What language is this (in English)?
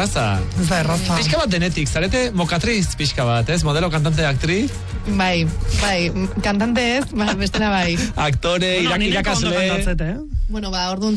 Basque